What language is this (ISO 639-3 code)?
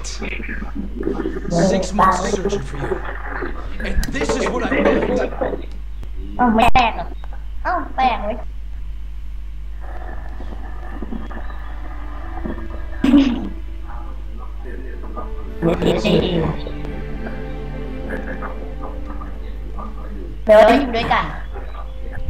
tha